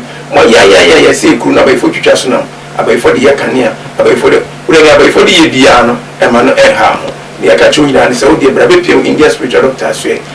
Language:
Akan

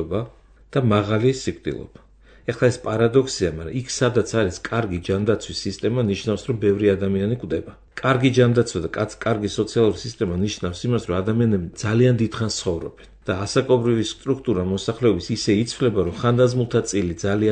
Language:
Georgian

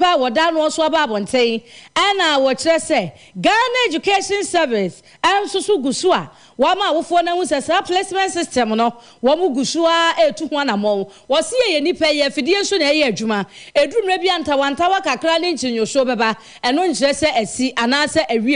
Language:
Akan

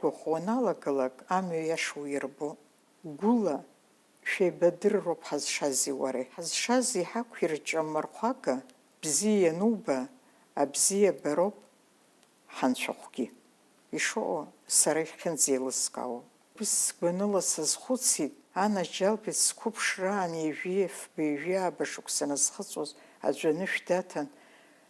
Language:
Abkhazian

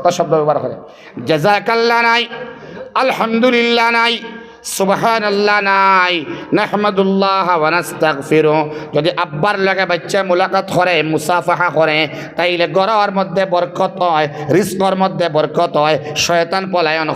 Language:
Sylheti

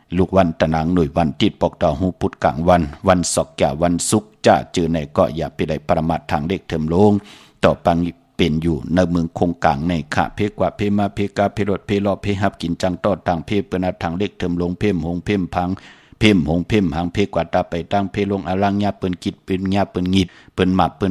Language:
Shan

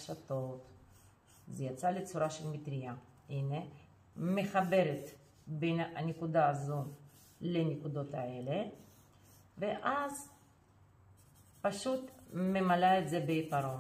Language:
Hebrew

